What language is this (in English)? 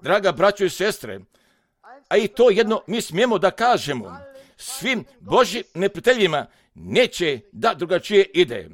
Croatian